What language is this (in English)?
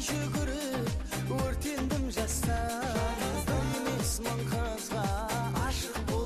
Kara-Kalpak